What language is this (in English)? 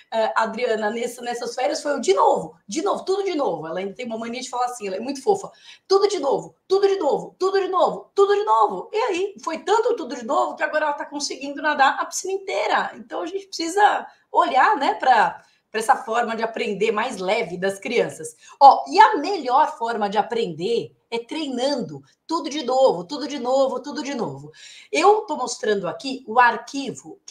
Portuguese